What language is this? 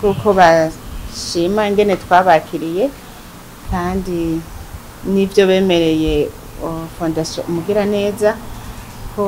Rundi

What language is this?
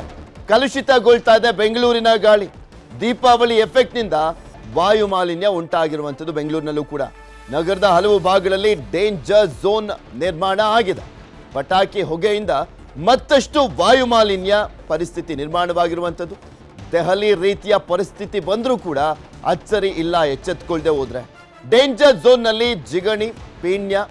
Kannada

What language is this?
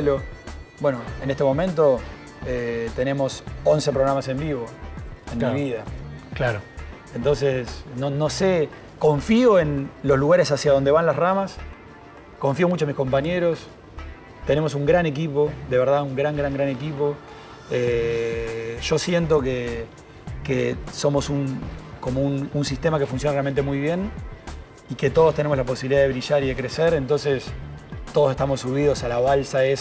Spanish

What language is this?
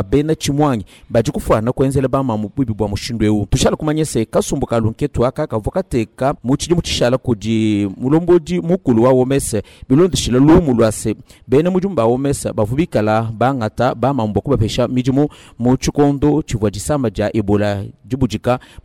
Luba-Lulua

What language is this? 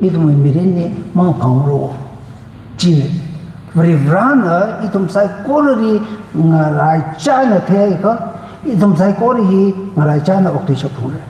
Tangkhul Naga (India)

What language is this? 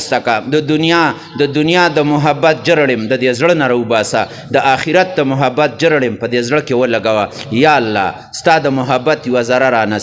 Pashto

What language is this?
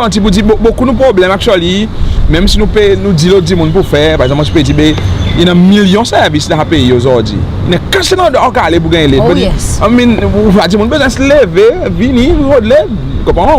Seselwa Creole French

